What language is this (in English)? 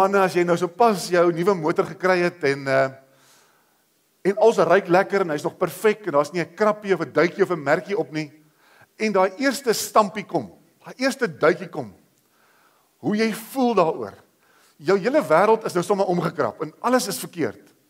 Afrikaans